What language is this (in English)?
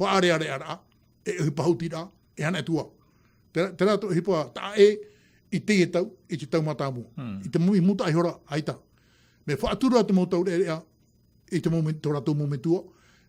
Tahitian